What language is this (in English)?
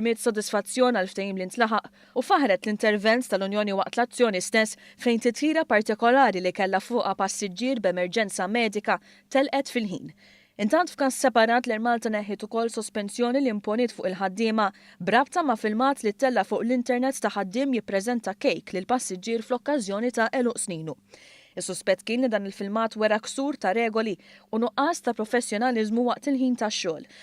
Maltese